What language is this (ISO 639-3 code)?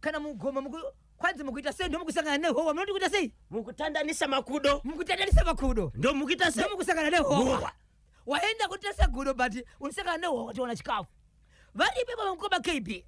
sna